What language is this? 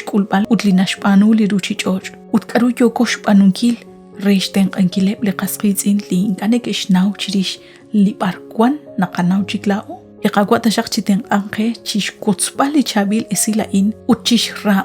Kekchí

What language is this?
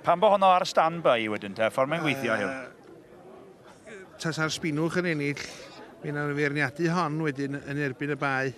Welsh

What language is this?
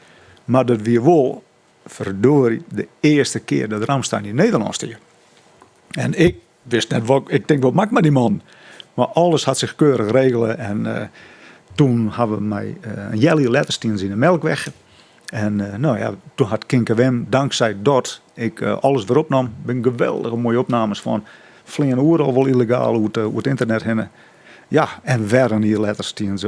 Western Frisian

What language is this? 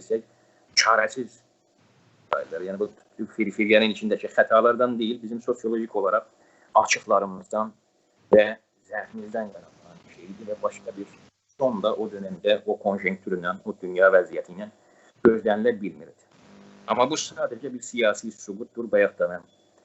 South Azerbaijani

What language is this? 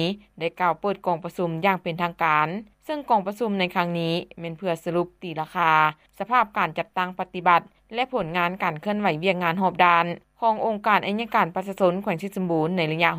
Lao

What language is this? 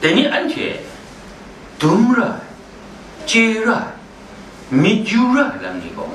Kachin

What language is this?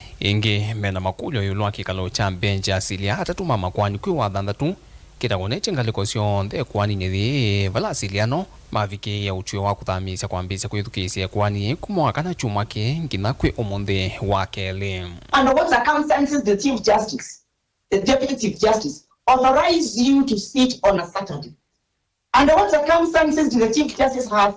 Kamba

